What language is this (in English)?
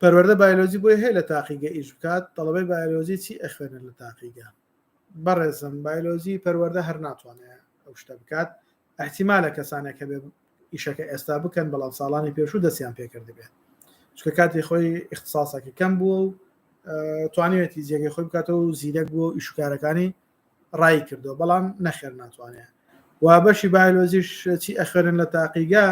Central Kurdish